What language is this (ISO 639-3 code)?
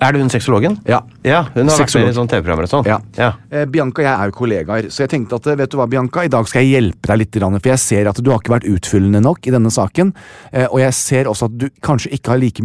nor